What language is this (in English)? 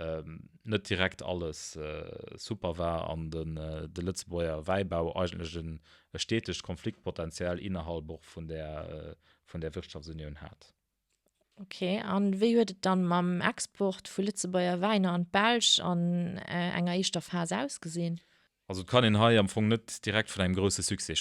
Luxembourgish